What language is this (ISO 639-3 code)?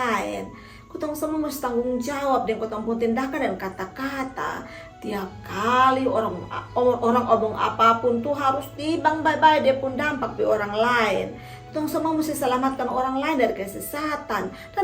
mkn